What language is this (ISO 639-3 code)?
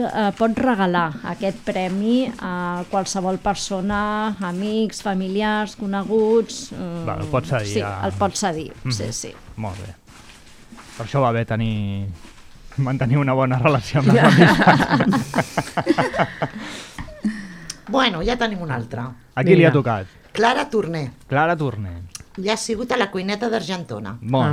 cat